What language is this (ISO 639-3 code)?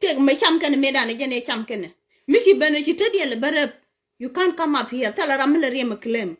nus